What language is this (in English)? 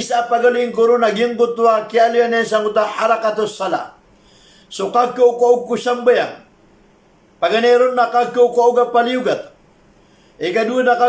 Maranao